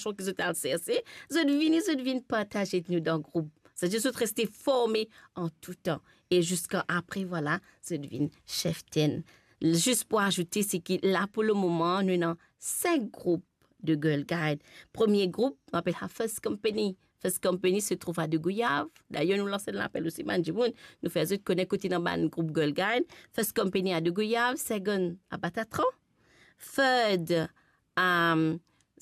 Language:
Morisyen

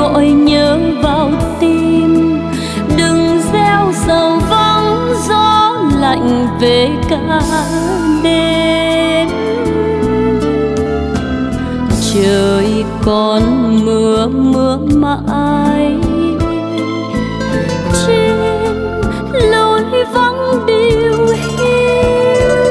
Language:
Vietnamese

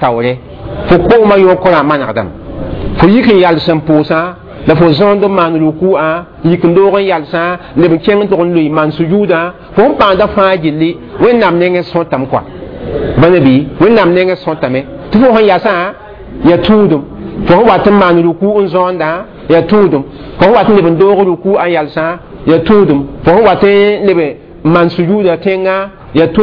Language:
Mossi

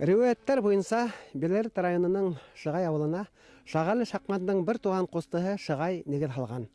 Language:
Bashkir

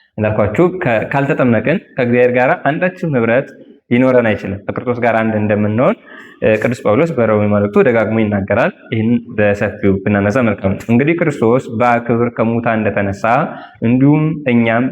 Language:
Amharic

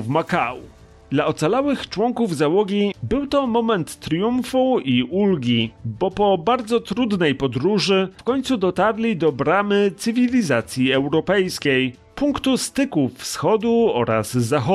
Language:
Polish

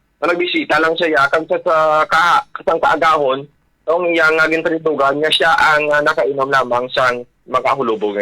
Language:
Hiligaynon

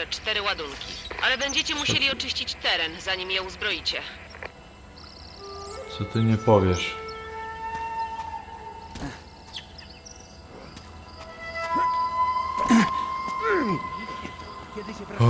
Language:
Polish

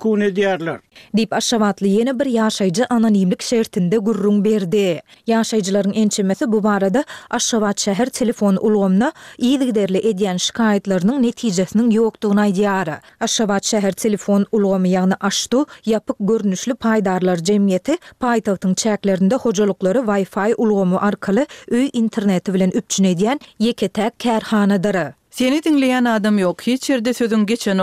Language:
Turkmen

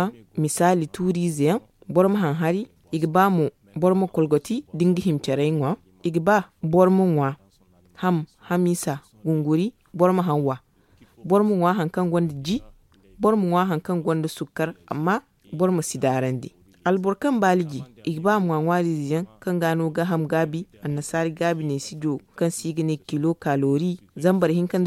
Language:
Zarma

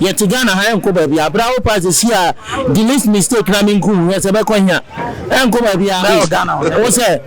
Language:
Akan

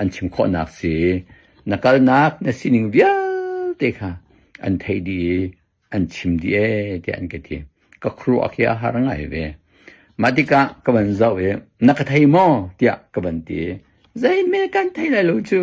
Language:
Hakha Chin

